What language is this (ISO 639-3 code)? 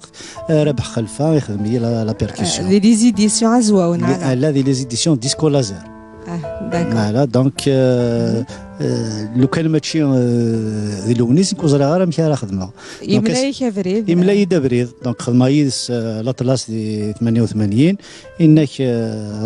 kab